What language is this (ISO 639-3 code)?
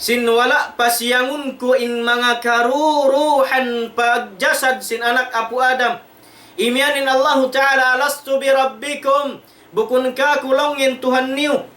tsg